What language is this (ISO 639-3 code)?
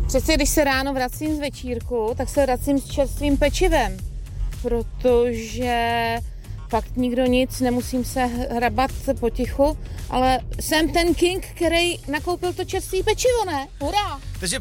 ces